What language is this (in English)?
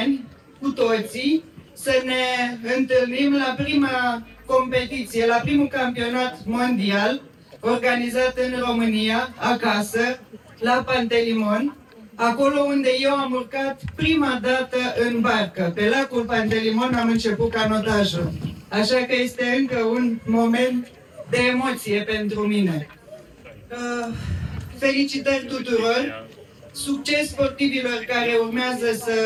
Romanian